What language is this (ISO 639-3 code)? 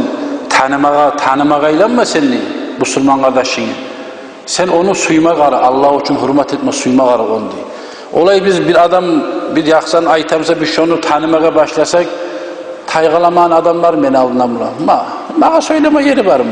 kum